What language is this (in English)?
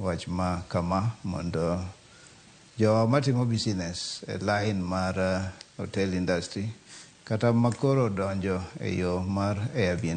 Luo (Kenya and Tanzania)